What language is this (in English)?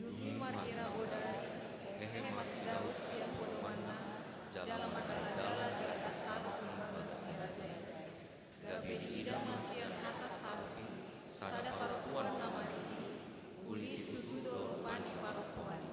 Batak Toba